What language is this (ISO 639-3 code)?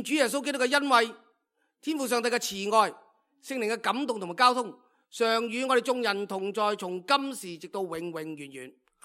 yue